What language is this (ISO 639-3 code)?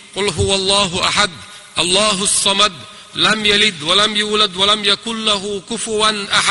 che